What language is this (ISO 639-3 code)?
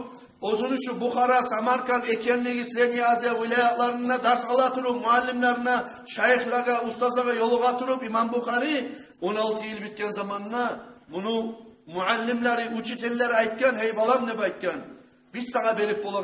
kum